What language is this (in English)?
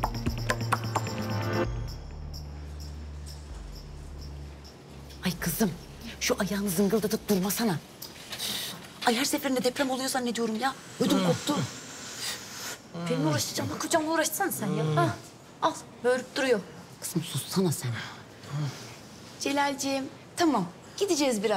Turkish